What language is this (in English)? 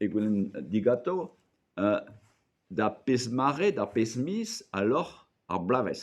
Breton